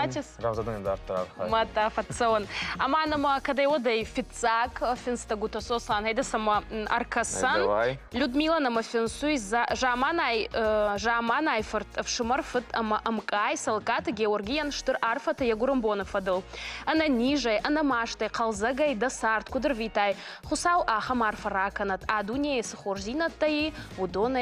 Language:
Ossetic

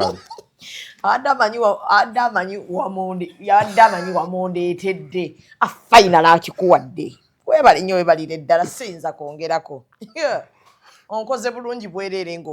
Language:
Ganda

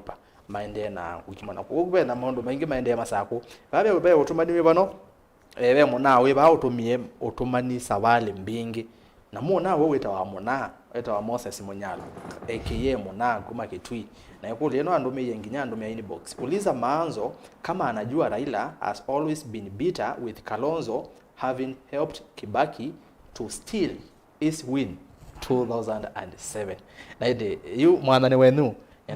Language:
Kamba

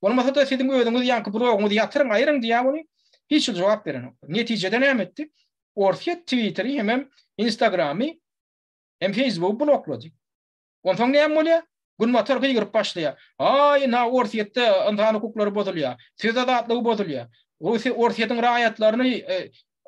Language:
Turkmen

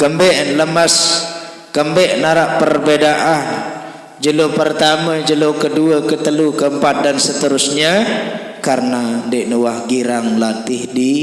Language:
Sasak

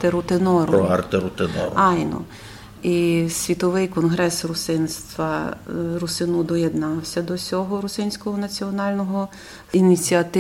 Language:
Rusyn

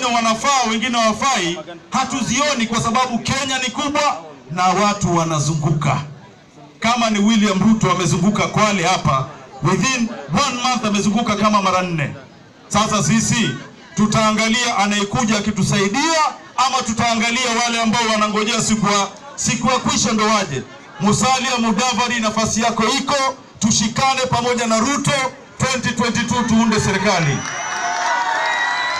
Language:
Swahili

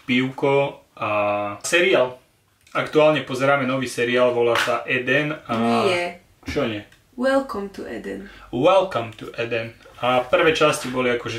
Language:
Slovak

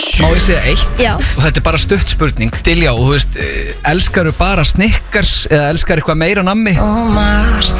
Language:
Icelandic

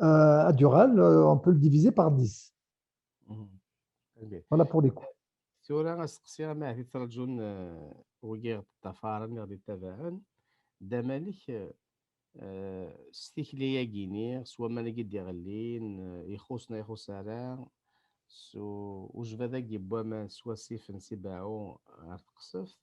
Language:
Kabyle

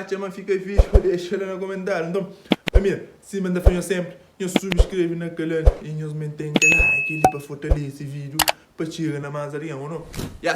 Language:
Kabuverdianu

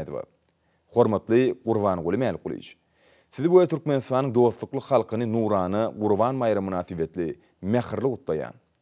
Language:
Turkmen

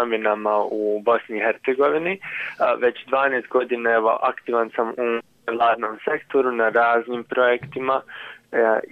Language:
Bosnian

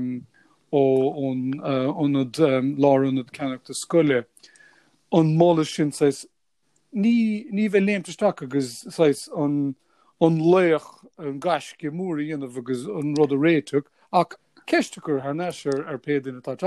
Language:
Irish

